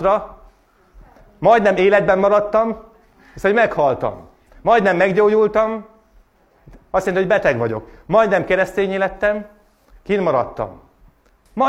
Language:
Hungarian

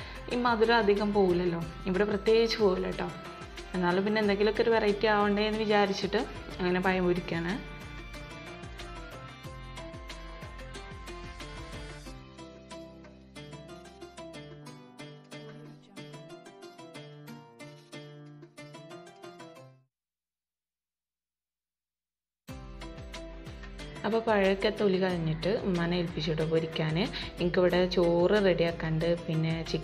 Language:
Malayalam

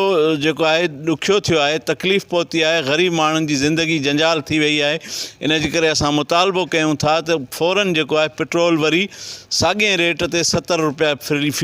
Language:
Sindhi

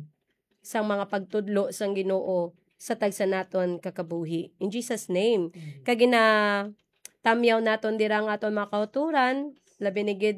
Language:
Hiligaynon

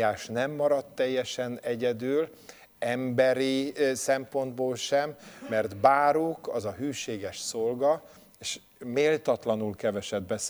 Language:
Hungarian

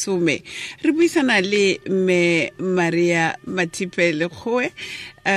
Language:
Tswana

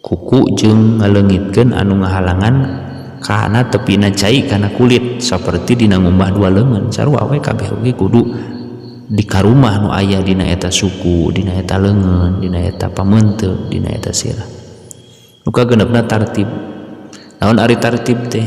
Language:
Sundanese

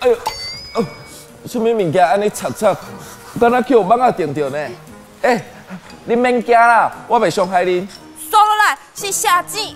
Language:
Min Nan Chinese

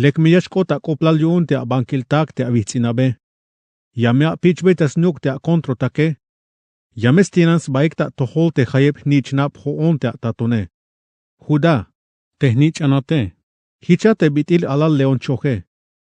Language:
Tzeltal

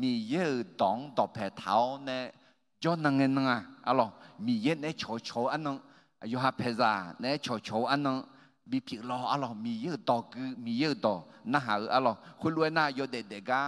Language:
Akha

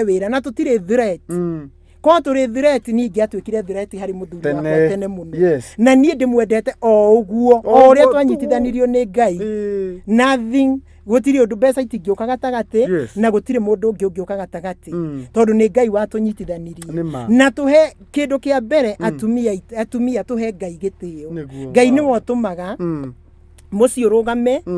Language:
Kikuyu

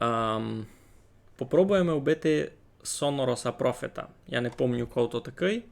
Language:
Rusyn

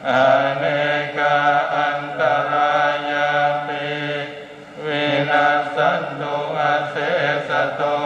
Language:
Pali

